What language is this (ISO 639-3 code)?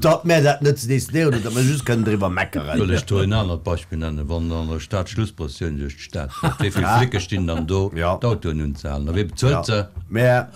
ltz